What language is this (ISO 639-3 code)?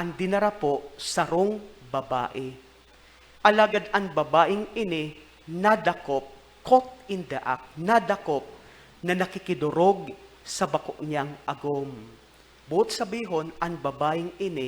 bik